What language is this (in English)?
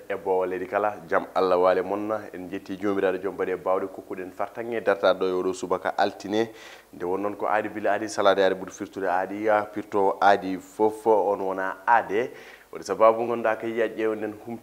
Fula